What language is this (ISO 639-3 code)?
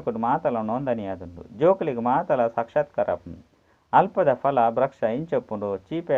tcy